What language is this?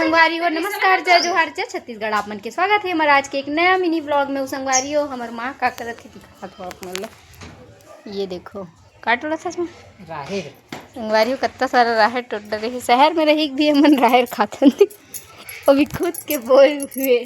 Chhattisgarhi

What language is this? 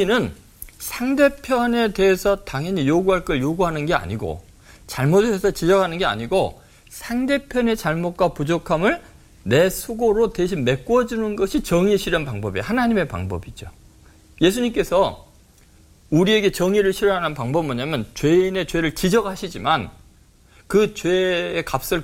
Korean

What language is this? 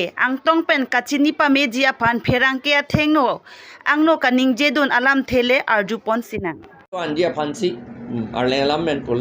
Karbi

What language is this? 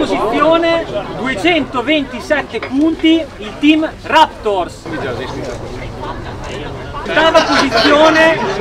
Italian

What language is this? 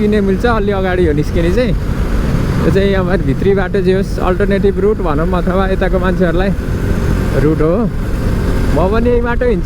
Nepali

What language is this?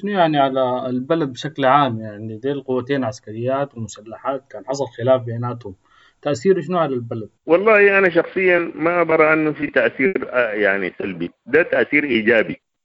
Sudanese Arabic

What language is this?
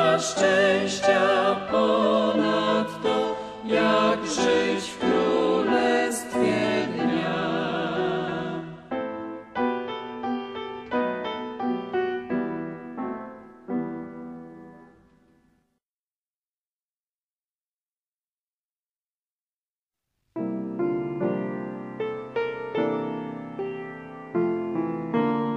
Polish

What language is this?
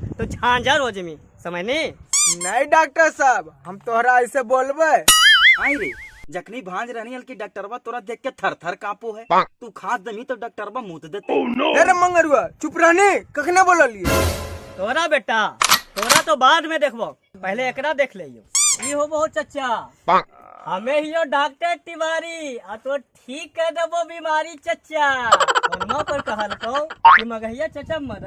Magahi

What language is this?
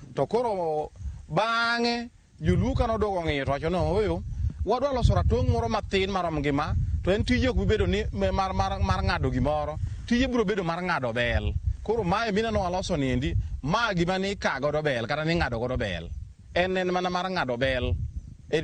Luo (Kenya and Tanzania)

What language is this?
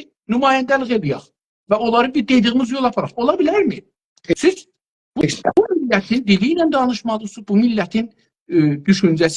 South Azerbaijani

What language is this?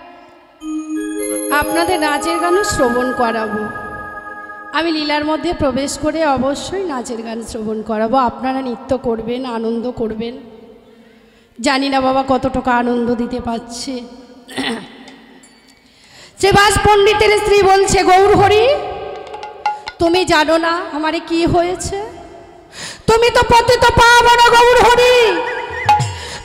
Bangla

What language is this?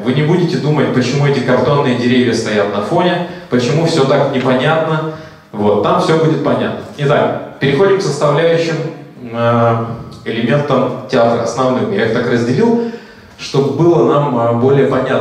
Russian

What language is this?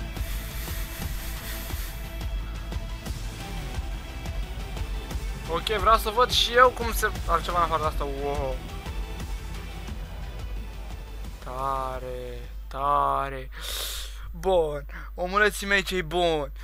Romanian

